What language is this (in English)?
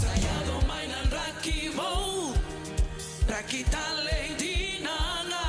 Fijian